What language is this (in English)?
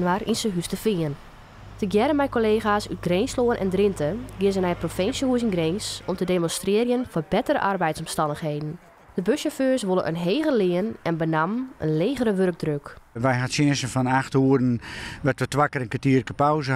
Western Frisian